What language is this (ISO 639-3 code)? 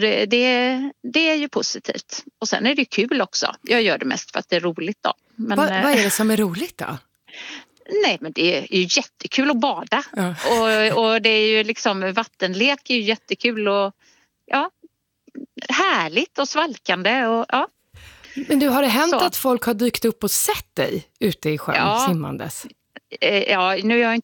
swe